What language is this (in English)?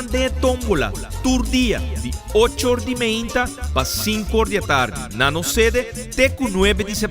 Papiamento